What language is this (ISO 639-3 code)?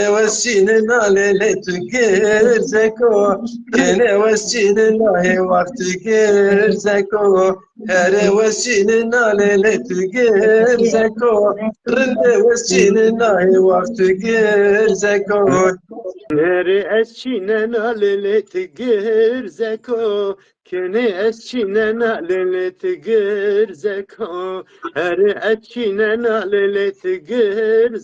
zza